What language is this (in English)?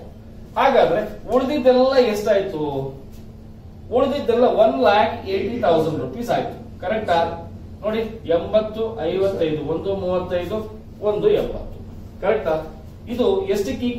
Kannada